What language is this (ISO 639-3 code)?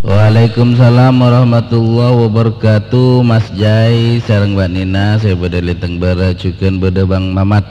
mad